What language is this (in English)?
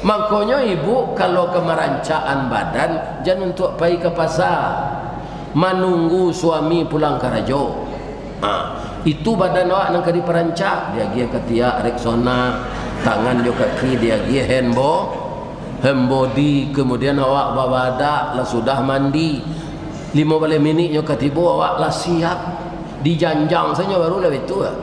Minangkabau